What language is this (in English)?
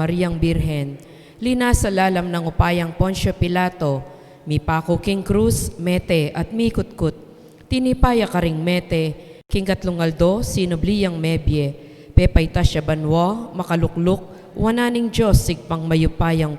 Pampanga